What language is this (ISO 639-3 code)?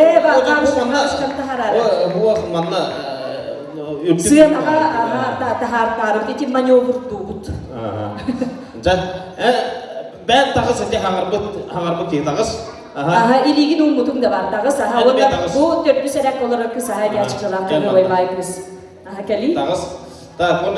sah